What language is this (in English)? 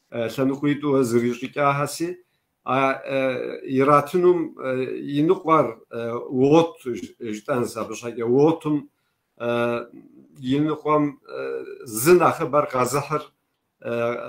Kabardian